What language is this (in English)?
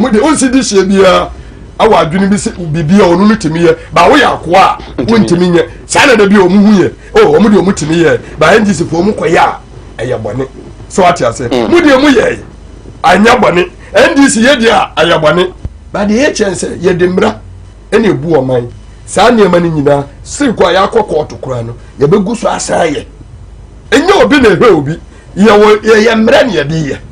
Akan